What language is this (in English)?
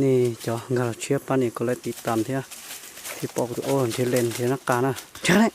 Hmong